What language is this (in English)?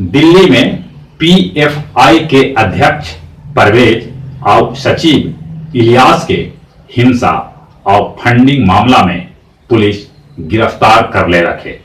Magahi